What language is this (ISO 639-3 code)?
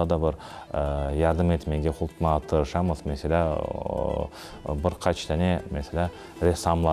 crh